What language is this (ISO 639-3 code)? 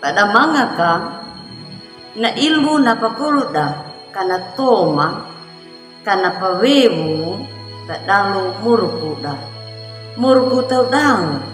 akg